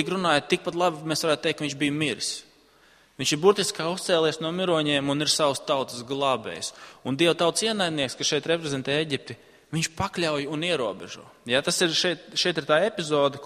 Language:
Latvian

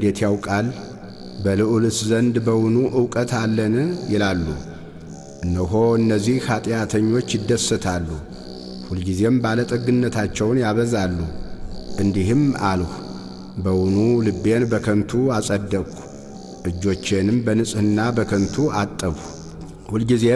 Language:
Amharic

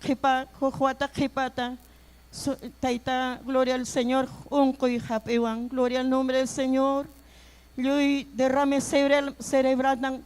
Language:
Ayacucho Quechua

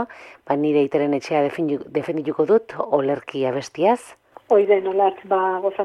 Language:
Basque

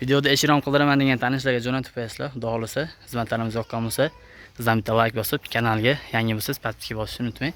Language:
Uzbek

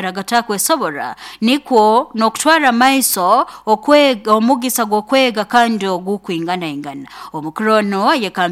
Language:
Nyoro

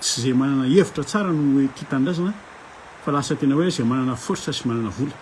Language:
Malagasy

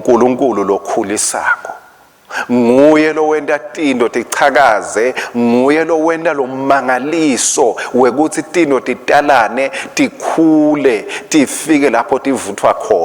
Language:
Swati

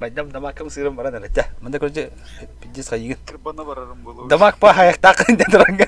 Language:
Yakut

